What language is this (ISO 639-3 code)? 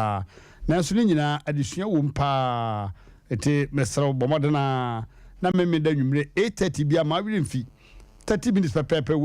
aka